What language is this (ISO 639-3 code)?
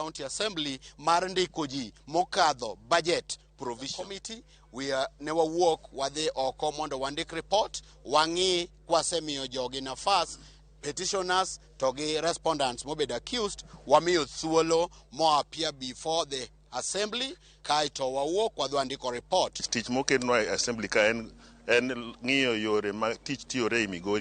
luo